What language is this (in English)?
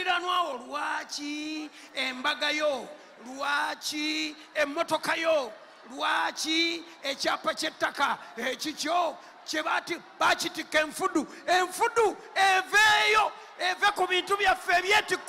Ganda